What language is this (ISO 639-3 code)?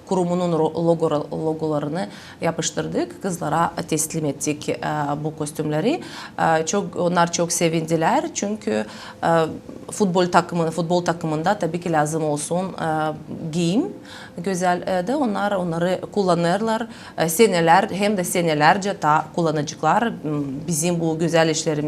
gag